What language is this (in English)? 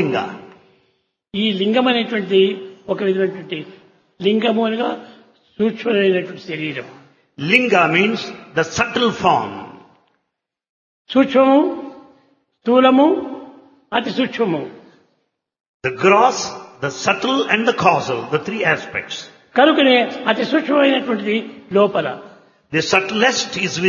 Telugu